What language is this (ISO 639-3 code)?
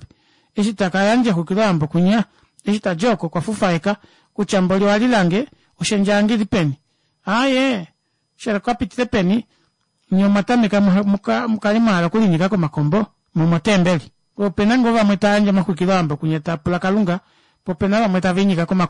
kua